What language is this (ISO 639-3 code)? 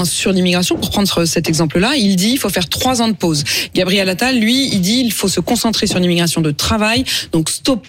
fra